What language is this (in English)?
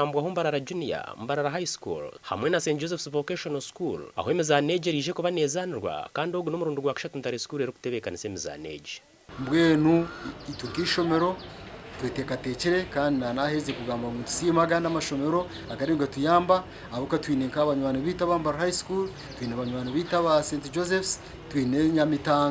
Nyankole